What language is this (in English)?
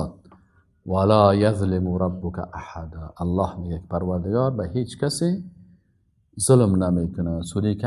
Persian